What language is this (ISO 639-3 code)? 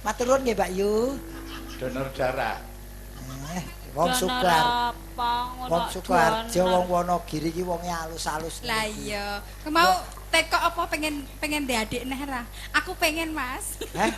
jav